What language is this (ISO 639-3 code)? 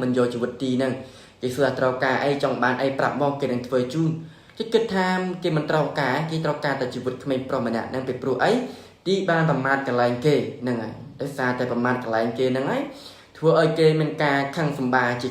khm